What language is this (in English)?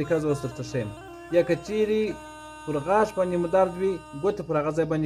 Pashto